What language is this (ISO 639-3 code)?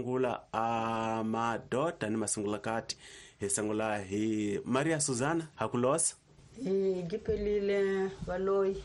tso